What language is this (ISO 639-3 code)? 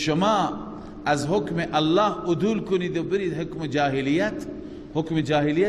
fas